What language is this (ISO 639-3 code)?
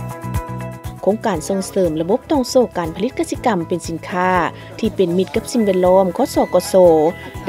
lao